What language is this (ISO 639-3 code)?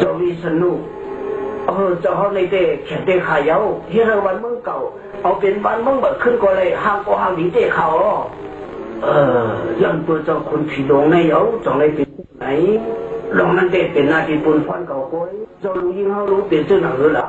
shn